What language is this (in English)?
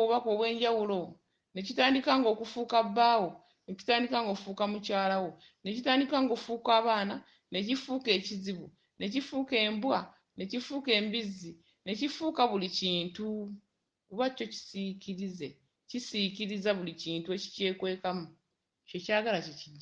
Ganda